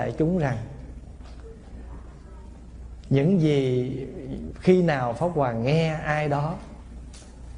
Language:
Vietnamese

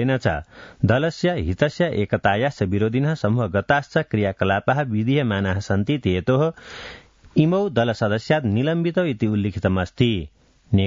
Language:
Sanskrit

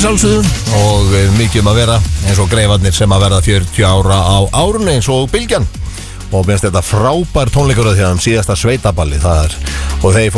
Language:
Icelandic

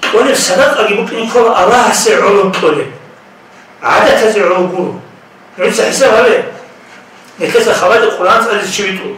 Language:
Avaric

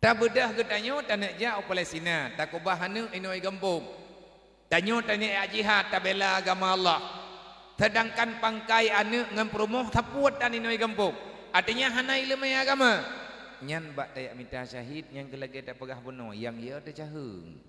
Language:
Achinese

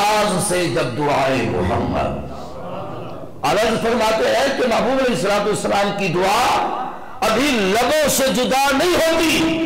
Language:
Urdu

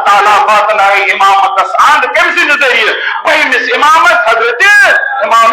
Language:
Kashmiri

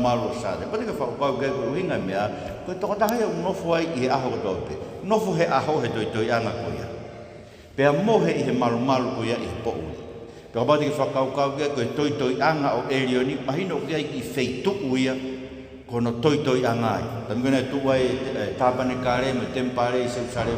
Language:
Tongan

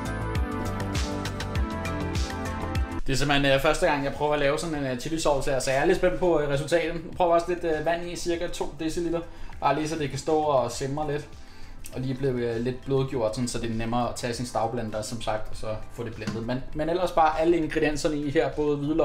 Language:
Danish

